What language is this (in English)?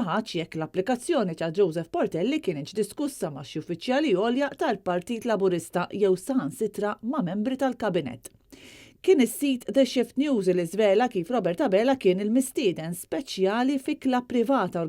Maltese